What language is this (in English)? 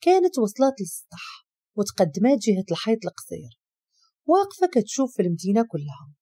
Moroccan Arabic